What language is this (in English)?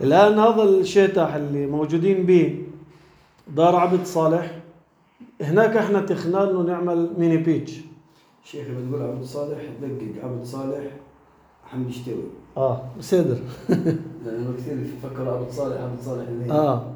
North Levantine Arabic